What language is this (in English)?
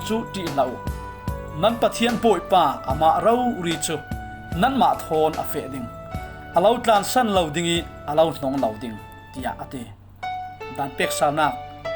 Falam Chin